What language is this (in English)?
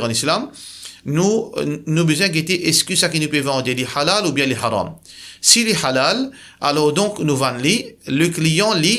Morisyen